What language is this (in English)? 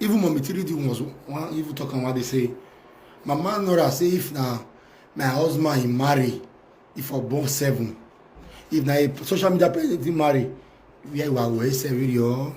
Nigerian Pidgin